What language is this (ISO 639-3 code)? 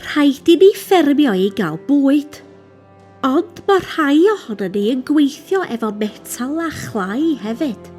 cym